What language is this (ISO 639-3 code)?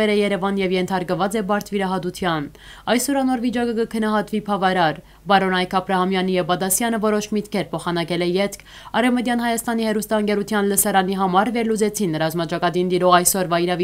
hyw